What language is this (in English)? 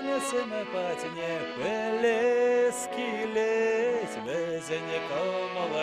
Chuvash